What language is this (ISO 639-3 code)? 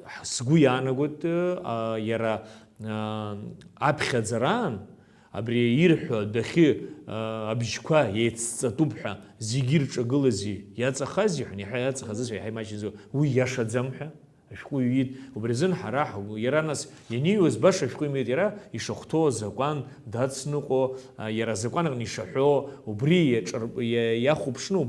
abk